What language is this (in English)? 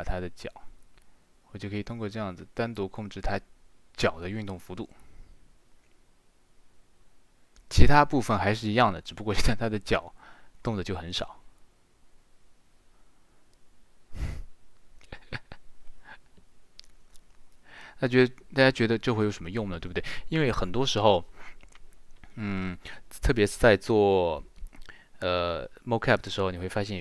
Chinese